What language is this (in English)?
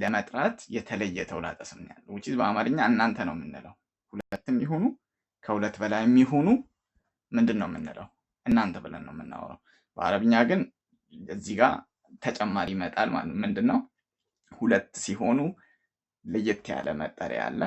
Amharic